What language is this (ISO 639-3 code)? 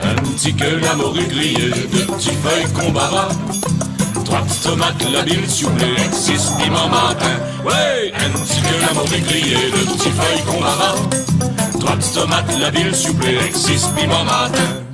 rcf